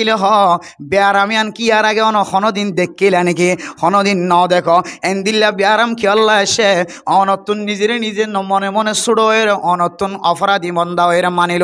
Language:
Rohingya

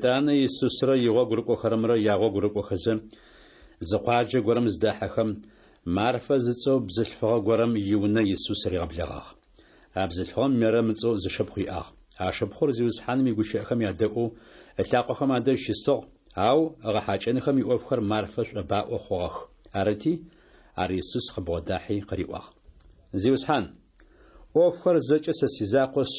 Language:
Adyghe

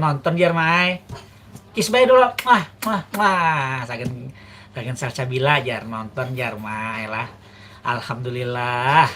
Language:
Banjar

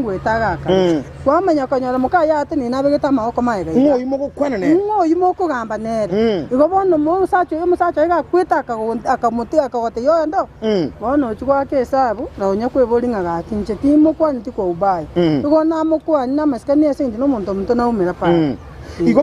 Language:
Gusii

